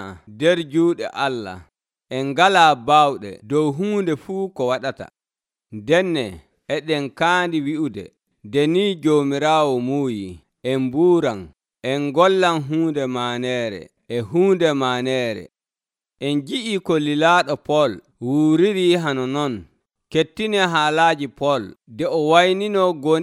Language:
Nigerian Fulfulde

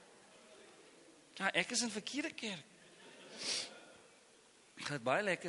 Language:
Afrikaans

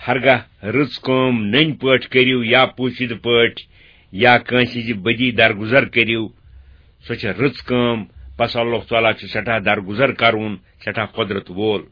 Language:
Kashmiri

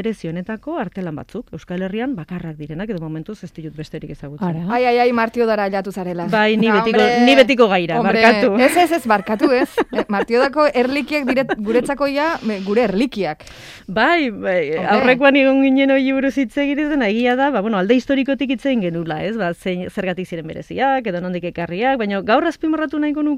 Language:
Basque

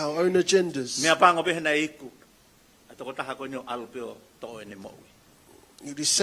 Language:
Tongan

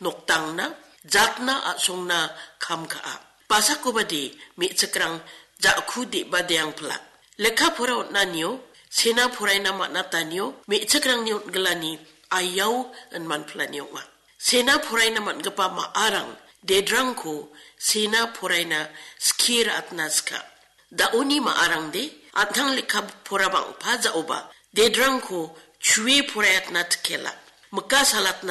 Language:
Garo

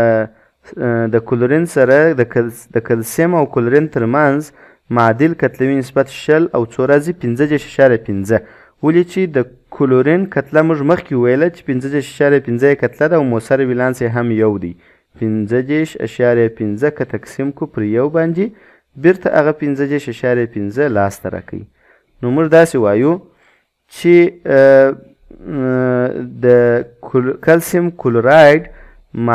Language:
Pashto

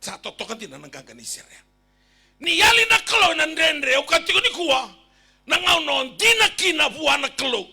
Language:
Fijian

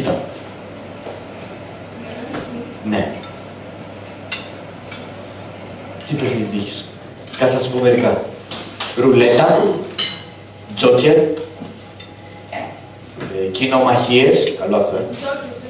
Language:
Greek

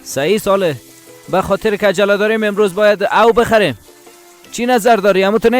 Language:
Persian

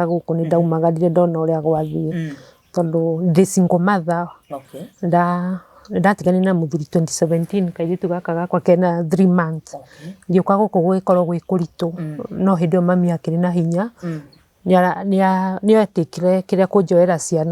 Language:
Kikuyu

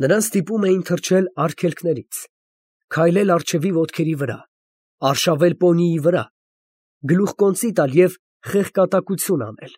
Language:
Armenian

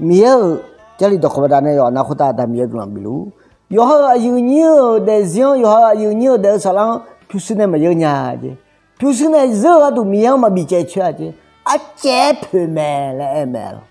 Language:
Akha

